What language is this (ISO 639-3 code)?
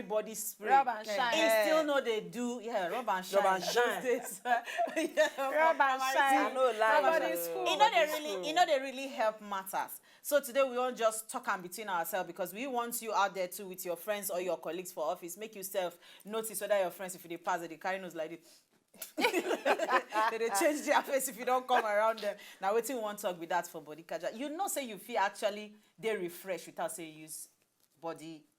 pcm